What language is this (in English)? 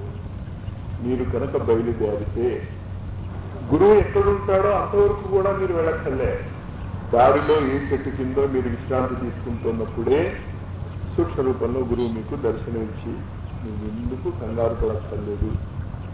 Telugu